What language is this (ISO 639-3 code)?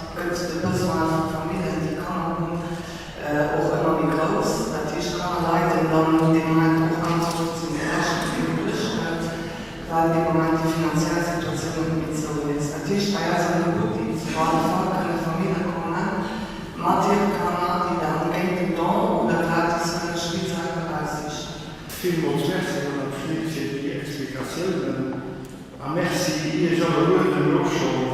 ltz